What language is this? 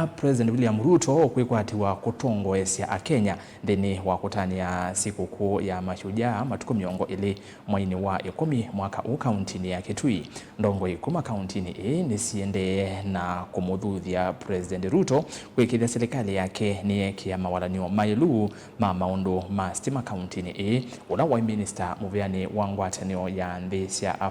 Kamba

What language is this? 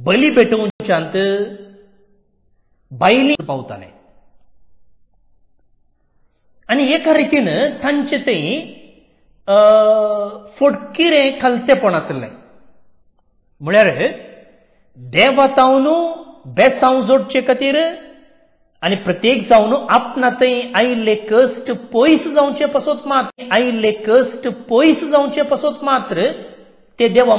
Konkani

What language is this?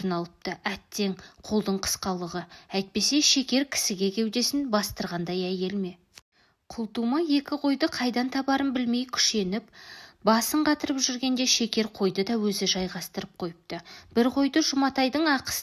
Kazakh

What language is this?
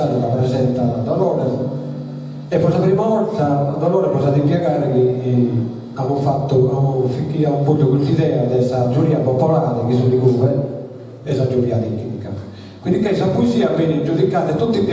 Sardinian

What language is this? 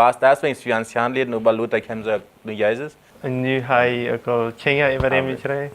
Plautdietsch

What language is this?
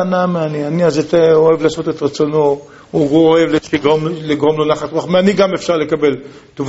Hebrew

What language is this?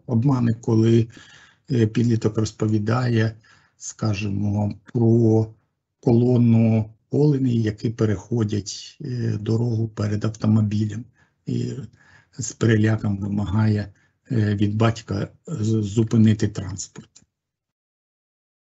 Ukrainian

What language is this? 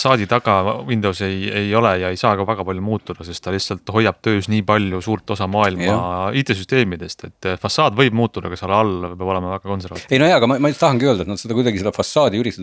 Estonian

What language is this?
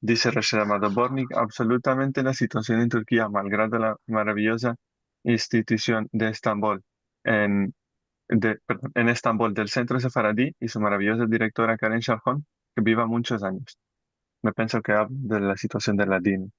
Ladino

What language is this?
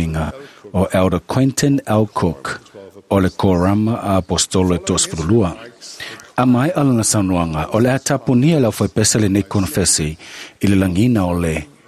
Samoan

